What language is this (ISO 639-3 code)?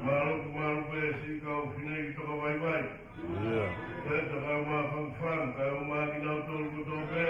ton